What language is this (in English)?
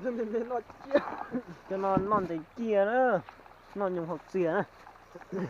Hmong